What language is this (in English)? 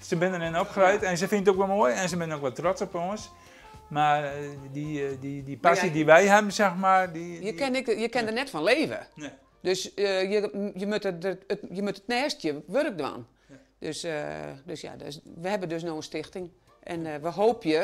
Western Frisian